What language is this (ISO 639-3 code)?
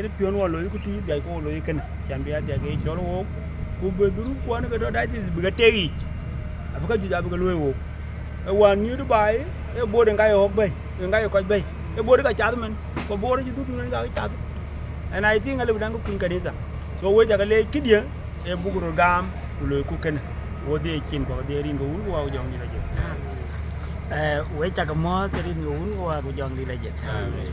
din